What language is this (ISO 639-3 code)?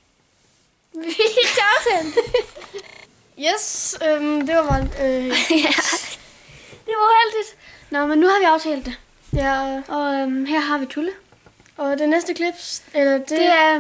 dan